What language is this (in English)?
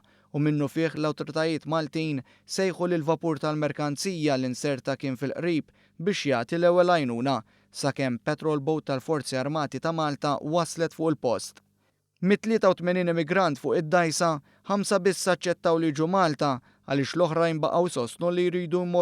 Maltese